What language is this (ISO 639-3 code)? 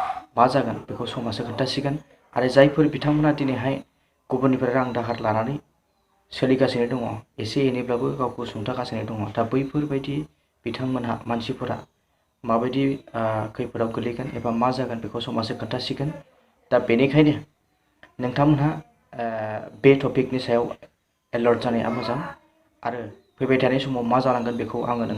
brx